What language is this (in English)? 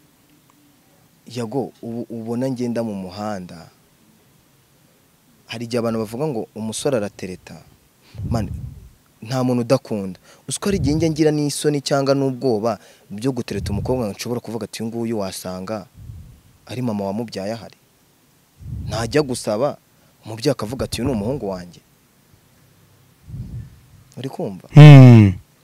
Kinyarwanda